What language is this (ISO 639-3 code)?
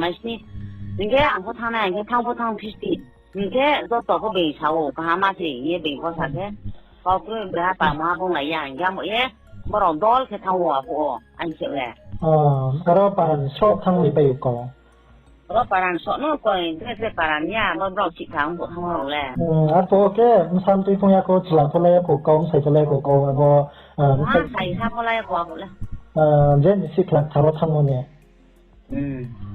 ria